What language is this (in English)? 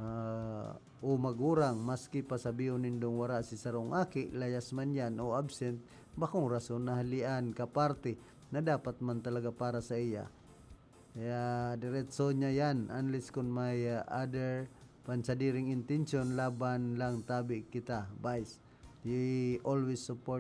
Bikol